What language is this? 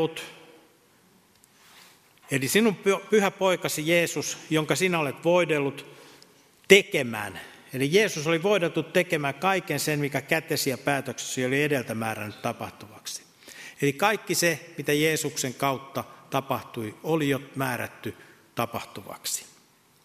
Finnish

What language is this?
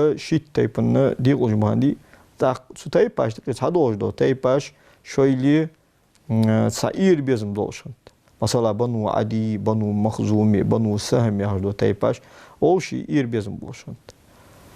Ingush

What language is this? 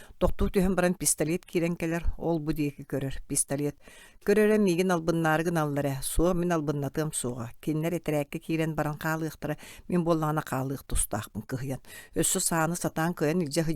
Yakut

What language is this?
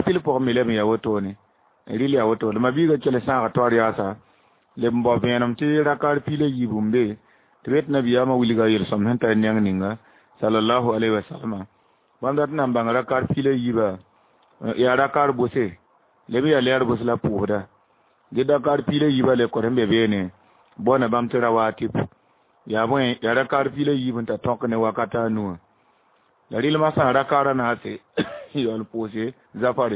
Mossi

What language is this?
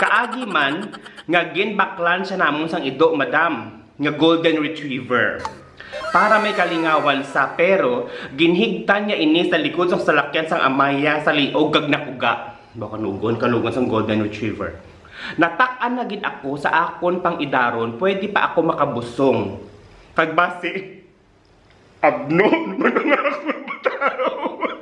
Hiligaynon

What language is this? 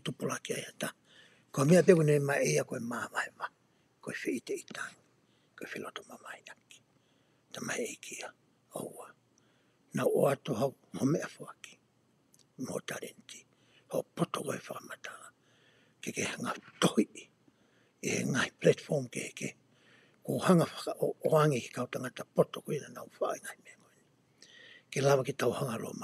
Tongan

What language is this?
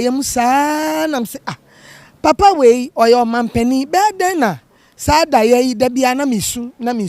Akan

